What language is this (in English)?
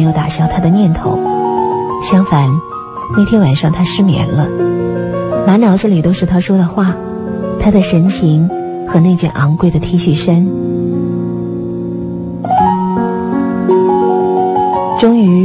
Chinese